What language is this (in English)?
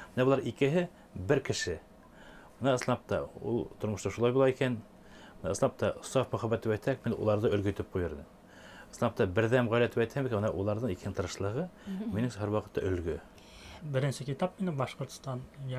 Bashkir